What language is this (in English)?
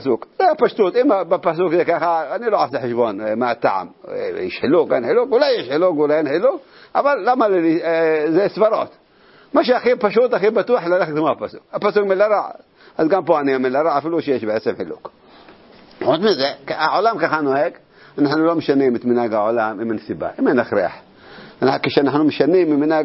Hebrew